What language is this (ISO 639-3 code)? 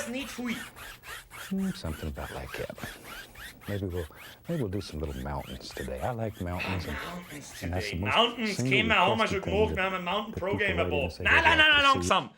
bar